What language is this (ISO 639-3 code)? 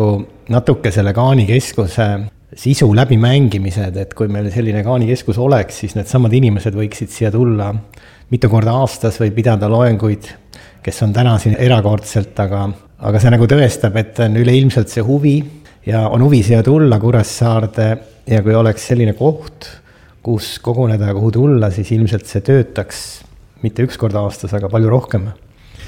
est